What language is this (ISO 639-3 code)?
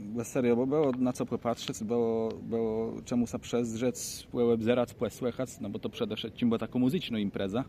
csb